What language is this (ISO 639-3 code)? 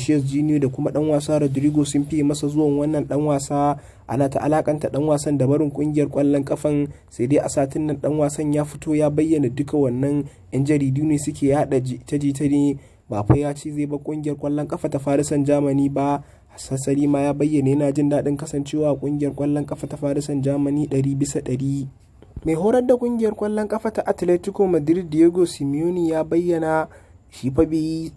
hau